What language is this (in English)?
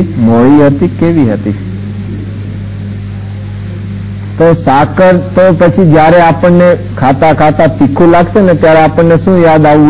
Gujarati